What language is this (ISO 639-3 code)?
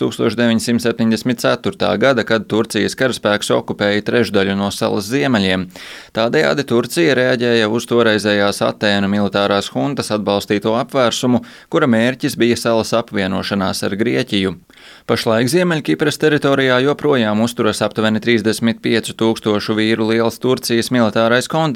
lav